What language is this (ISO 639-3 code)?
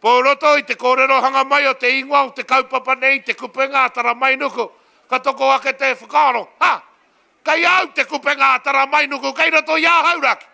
mri